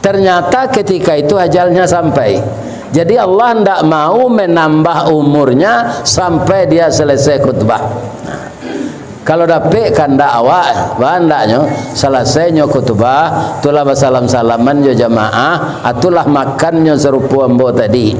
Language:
Minangkabau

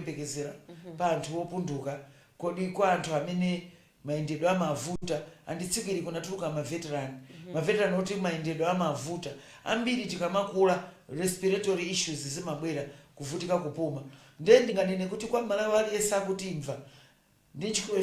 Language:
Nyanja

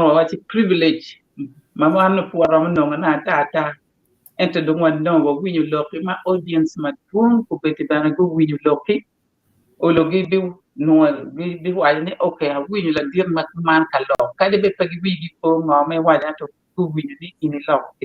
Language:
Acoli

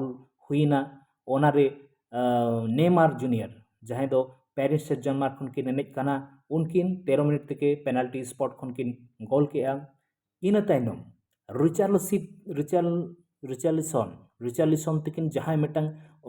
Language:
Santali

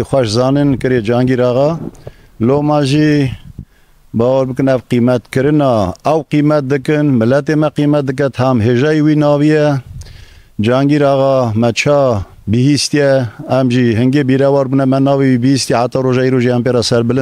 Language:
Kurdish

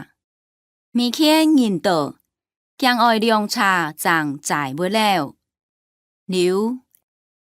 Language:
Hakka Chinese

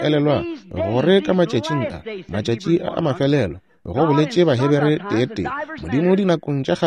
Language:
Northern Sotho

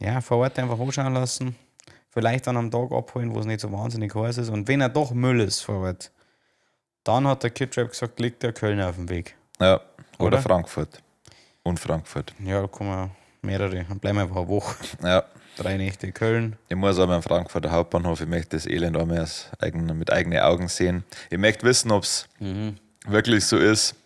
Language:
Bavarian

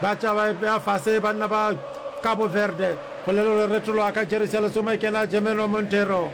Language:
Northern Sotho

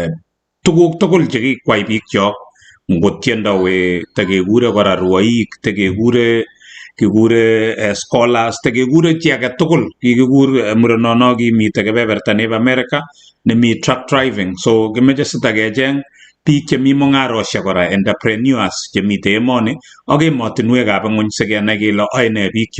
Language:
Kalenjin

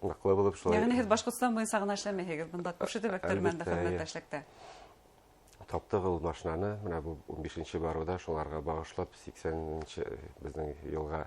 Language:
Bashkir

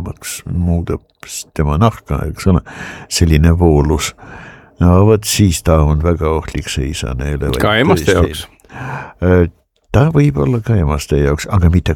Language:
Estonian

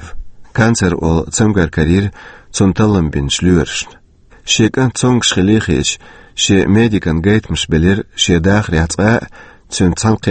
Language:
Chechen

